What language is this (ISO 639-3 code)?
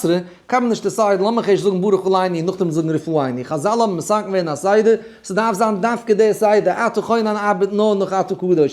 yid